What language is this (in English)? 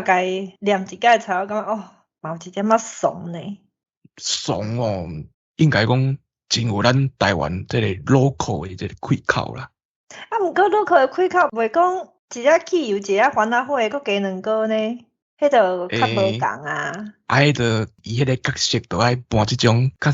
Min Nan Chinese